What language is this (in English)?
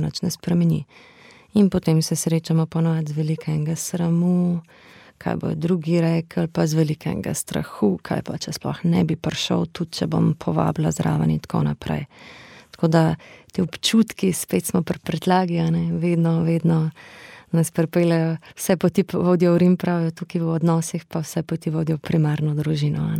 Slovenian